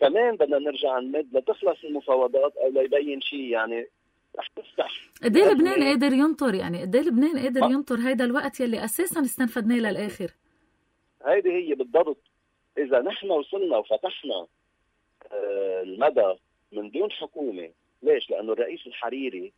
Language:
North Levantine Arabic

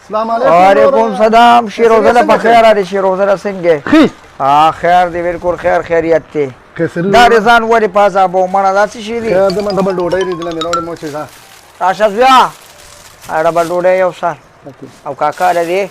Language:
Pashto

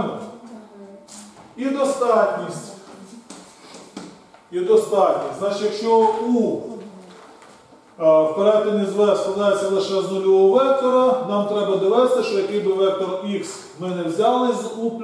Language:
Ukrainian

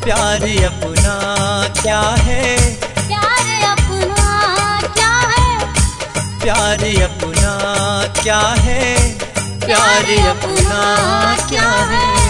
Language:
Bhojpuri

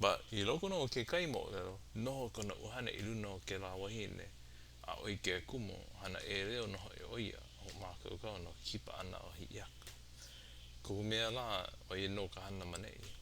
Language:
Hawaiian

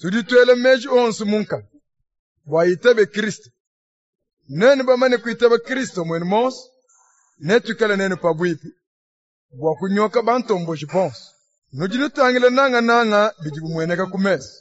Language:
Luba-Lulua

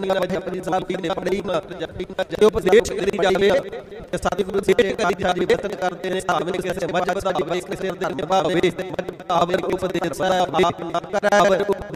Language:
Punjabi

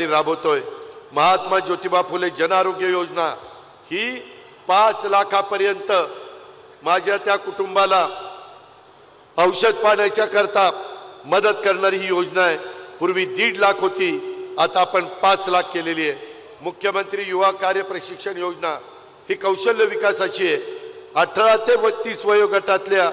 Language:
Marathi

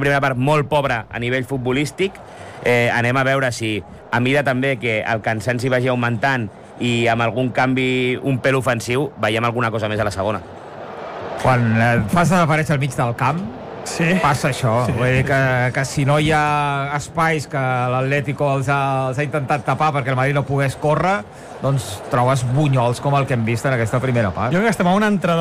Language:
Catalan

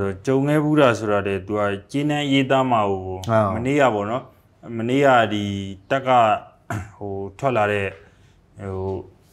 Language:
Burmese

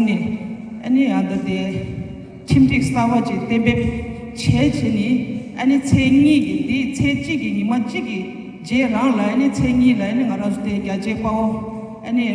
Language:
Tibetan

